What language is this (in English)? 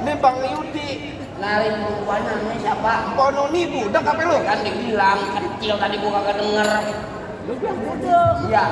Betawi